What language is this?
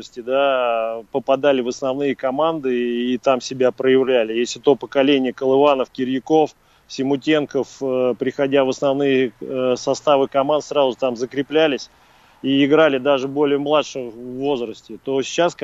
Russian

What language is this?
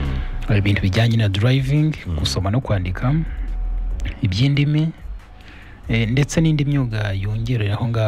Kinyarwanda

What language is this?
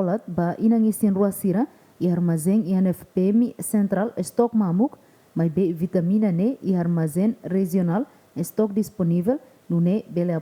Tetum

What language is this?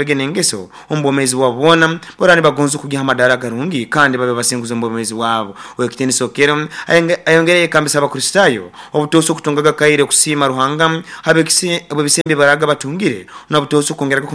Nyoro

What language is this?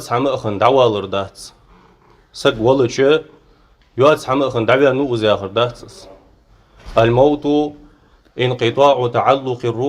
Ingush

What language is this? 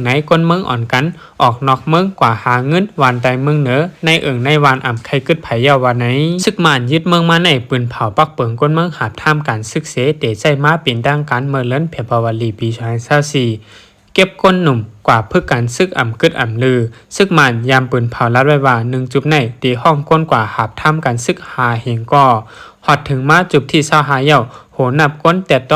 Shan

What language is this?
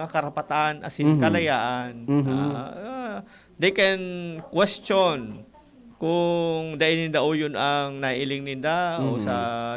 Bikol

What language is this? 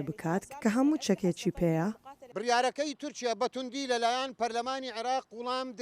Central Kurdish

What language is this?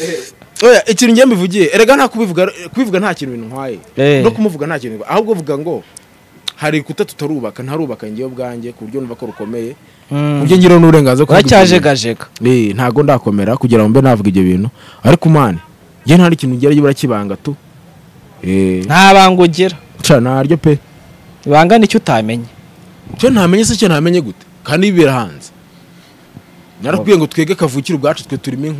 Kinyarwanda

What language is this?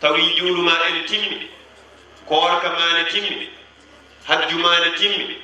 Fula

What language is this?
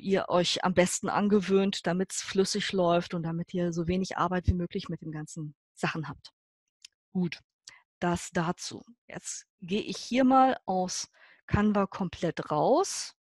German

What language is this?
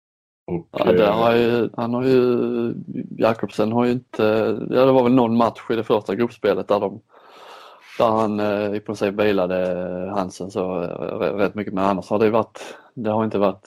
Swedish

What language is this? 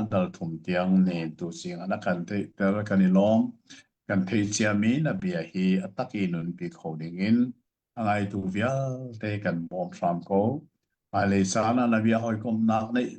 Hakha Chin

